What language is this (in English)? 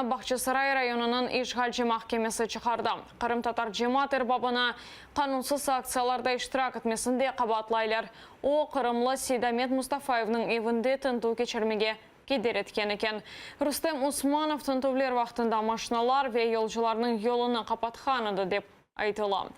Crimean Tatar